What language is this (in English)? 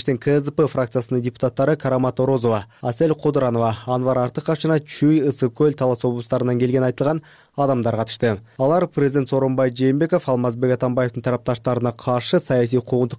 Kyrgyz